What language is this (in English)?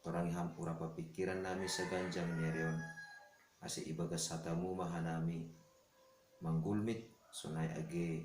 Batak Simalungun